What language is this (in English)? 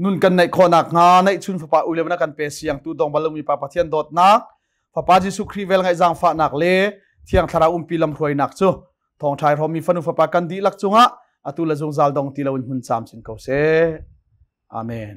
Hakha Chin